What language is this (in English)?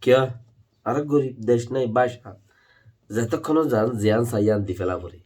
Rohingya